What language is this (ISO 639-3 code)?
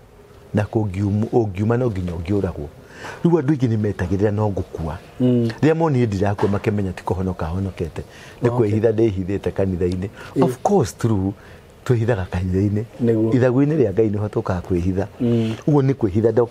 kik